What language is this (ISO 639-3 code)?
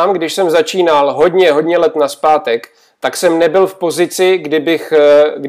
ces